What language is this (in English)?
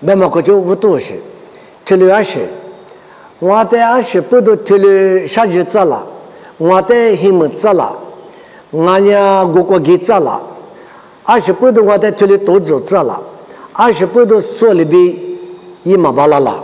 Lisu